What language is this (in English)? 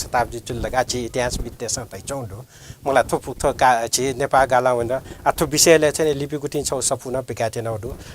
Newari